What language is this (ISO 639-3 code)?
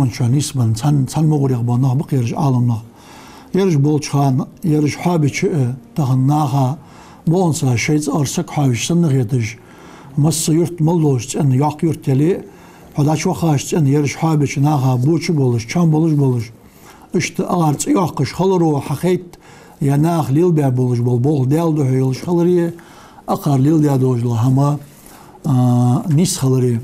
inh